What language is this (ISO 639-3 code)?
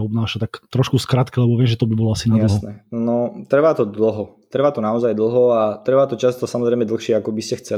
slk